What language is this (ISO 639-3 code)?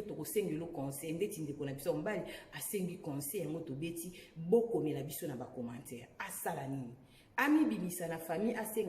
lin